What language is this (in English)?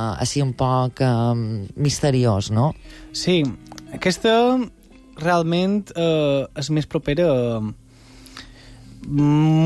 Catalan